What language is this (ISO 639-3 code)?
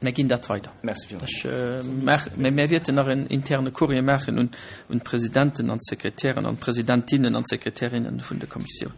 ltz